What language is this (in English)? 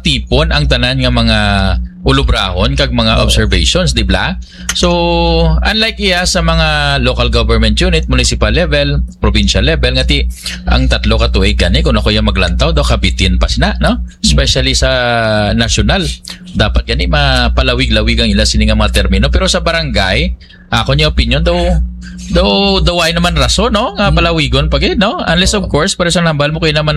Hiligaynon